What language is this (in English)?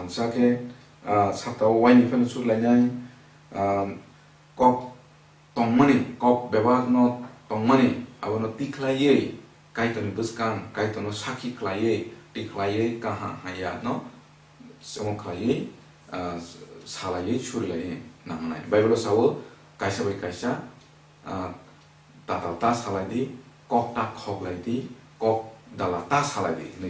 Kok Borok